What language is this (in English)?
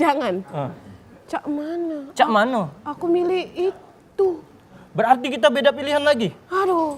Musi